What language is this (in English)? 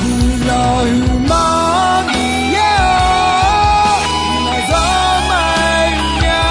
Akha